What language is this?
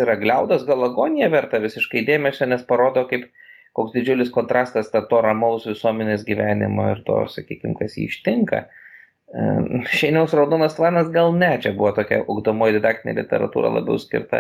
Lithuanian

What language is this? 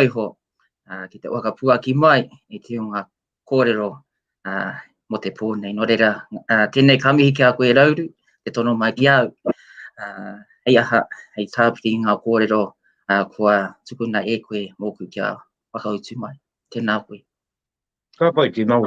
Māori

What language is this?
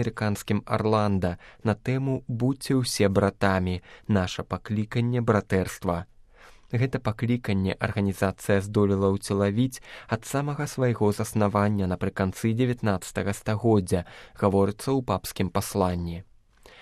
Belarusian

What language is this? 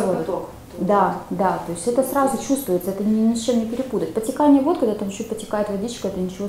Russian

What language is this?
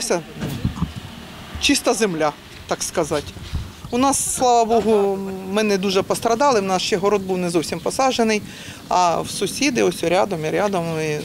Ukrainian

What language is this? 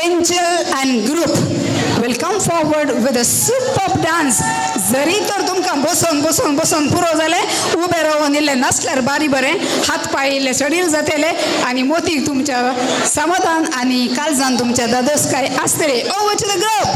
Konkani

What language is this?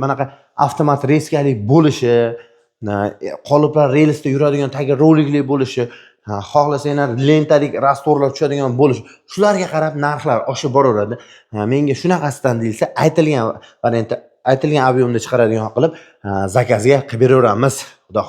Uzbek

